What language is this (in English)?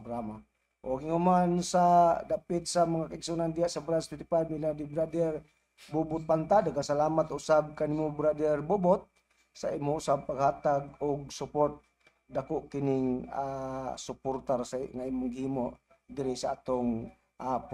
Cebuano